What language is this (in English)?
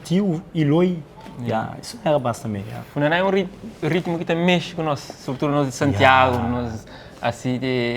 Kabuverdianu